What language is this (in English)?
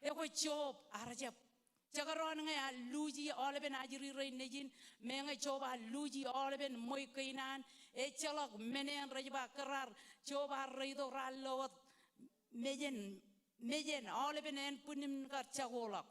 Marshallese